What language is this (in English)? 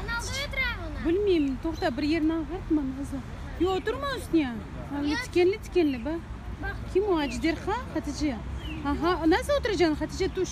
Crimean Tatar